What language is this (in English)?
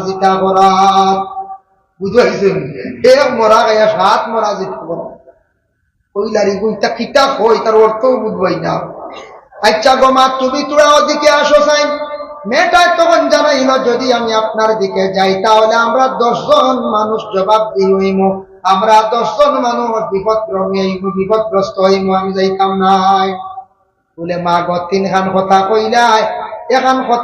Sylheti